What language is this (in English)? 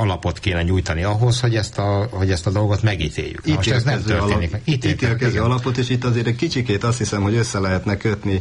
Hungarian